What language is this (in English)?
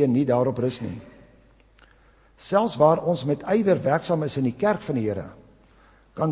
Afrikaans